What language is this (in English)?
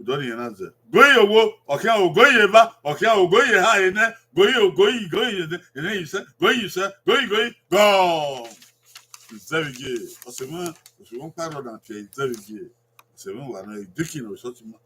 Bini